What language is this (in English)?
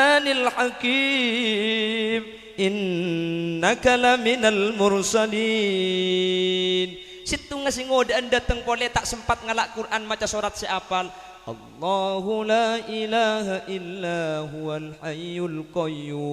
Madurese